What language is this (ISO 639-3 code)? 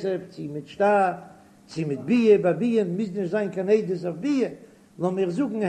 yid